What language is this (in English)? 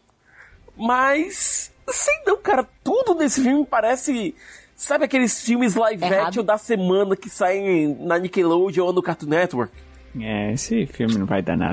Portuguese